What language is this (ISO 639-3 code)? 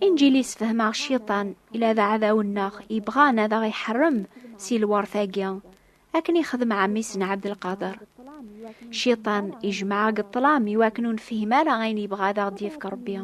kab